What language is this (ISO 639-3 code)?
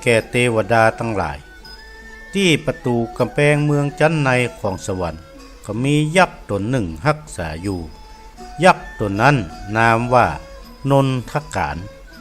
nod